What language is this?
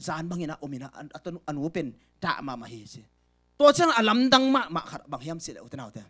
Tedim Chin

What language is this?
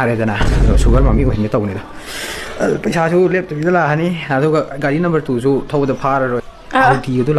Manipuri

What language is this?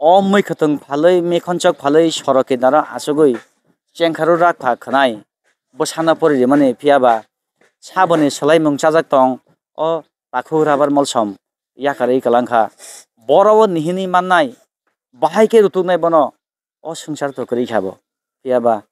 Kok Borok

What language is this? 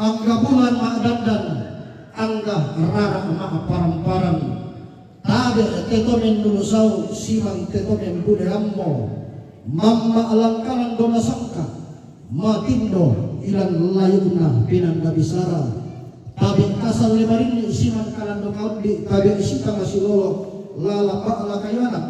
Toraja-Sa'dan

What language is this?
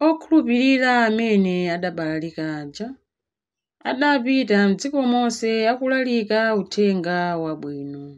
Nyanja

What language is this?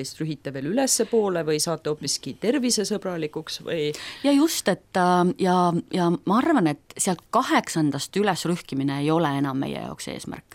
Estonian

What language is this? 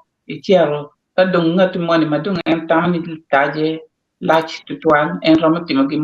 Acoli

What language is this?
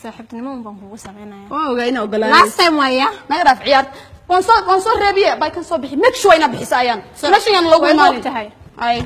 Somali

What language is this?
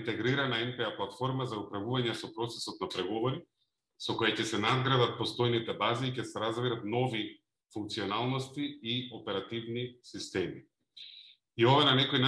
Macedonian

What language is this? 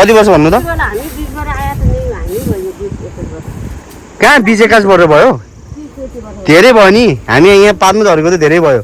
Nepali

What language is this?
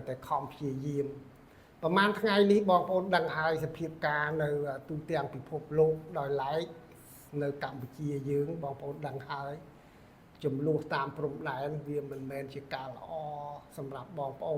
Khmer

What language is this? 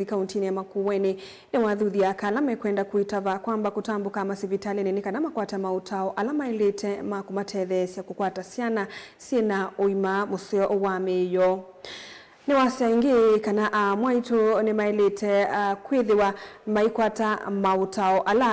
Kamba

